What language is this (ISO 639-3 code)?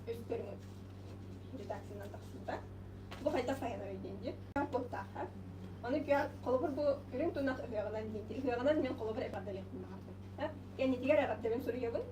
sah